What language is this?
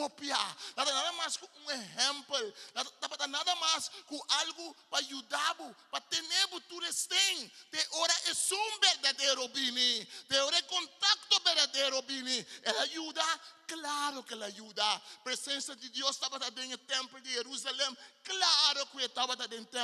Papiamento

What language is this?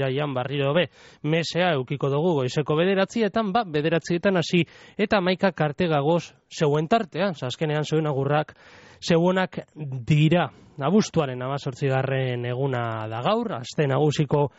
Basque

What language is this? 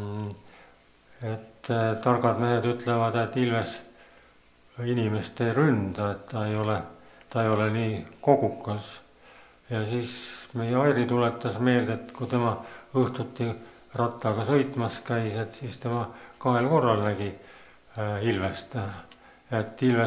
Estonian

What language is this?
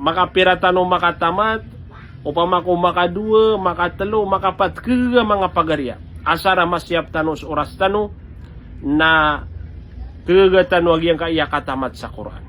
Maranao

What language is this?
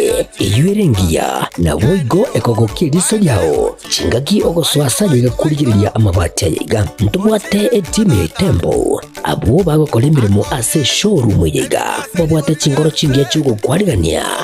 Gusii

